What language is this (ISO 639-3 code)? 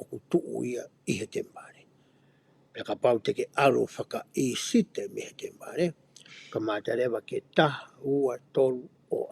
ton